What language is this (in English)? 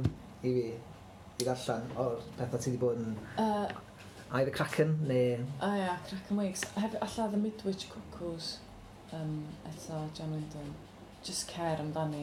Welsh